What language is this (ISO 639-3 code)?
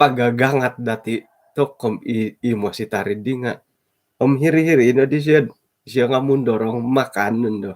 dtp